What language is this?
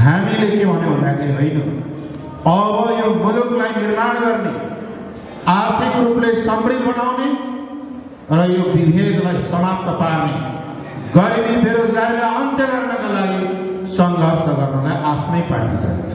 Nepali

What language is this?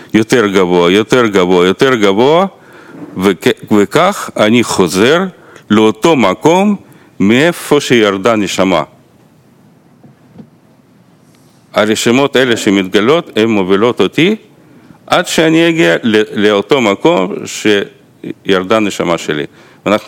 Hebrew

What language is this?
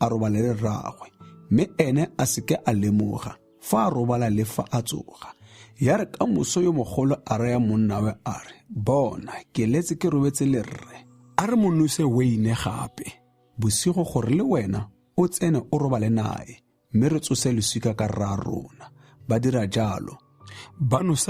Tswana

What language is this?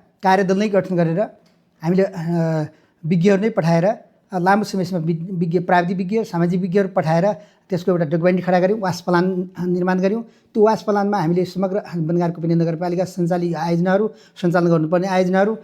Nepali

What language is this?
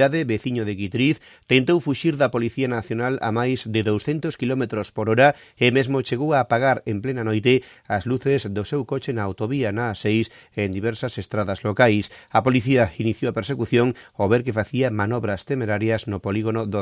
Galician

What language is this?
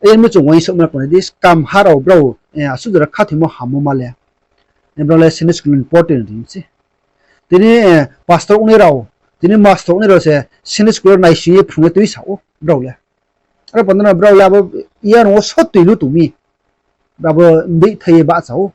Riang (India)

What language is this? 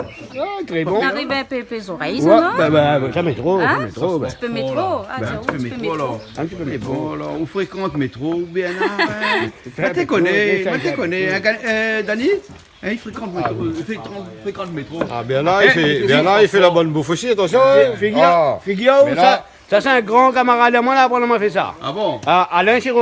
Réunion Creole French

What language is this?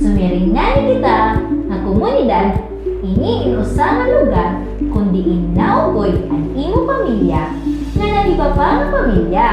Waray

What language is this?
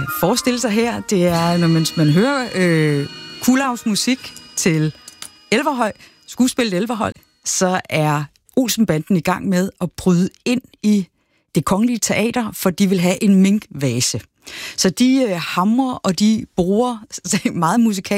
Danish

